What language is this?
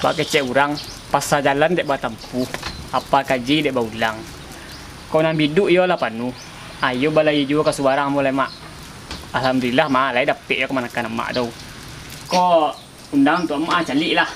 Minangkabau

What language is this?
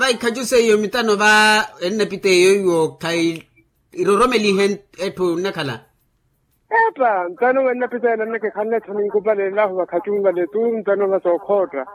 Makhuwa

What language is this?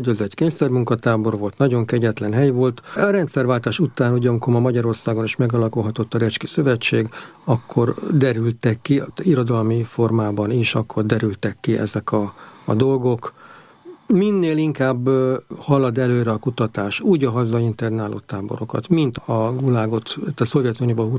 Hungarian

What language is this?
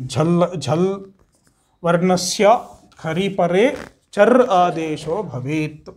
Sanskrit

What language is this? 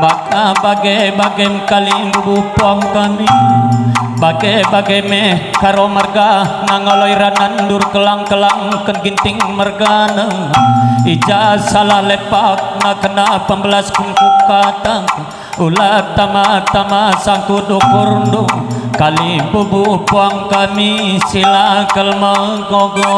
Batak Karo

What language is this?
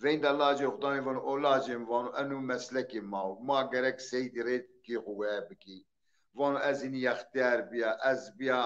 Zaza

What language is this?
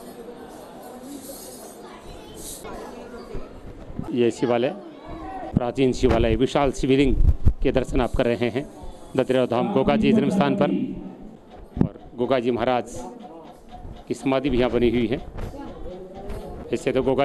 Hindi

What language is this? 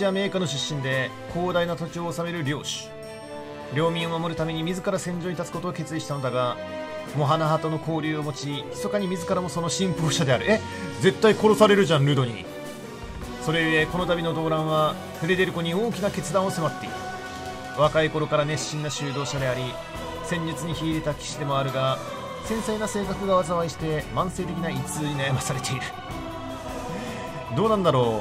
Japanese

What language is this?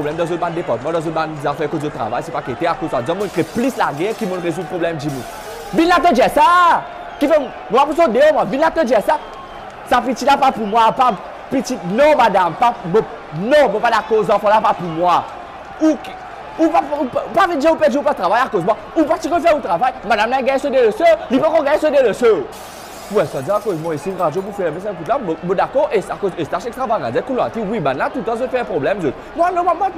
Morisyen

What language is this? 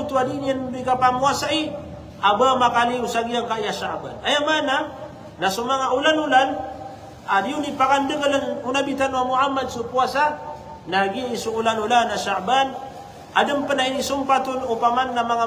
Maranao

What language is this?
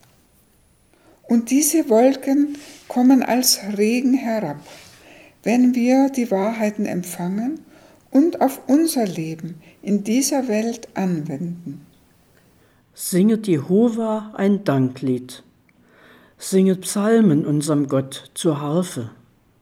German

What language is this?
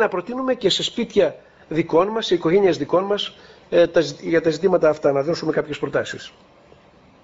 Greek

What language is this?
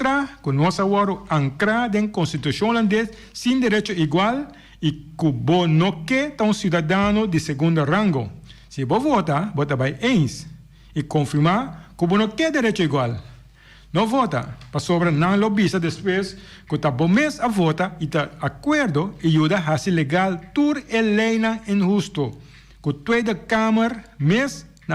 Papiamento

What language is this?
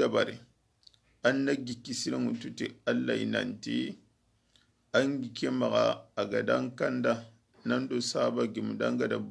Soninke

